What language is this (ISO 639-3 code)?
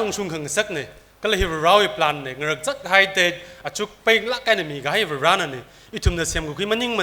nmf